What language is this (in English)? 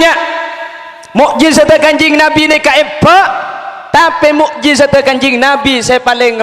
Madurese